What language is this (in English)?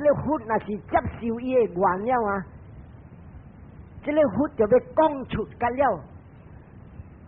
Min Nan Chinese